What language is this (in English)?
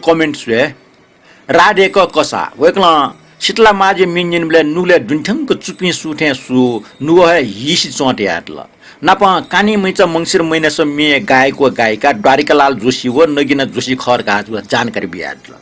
Newari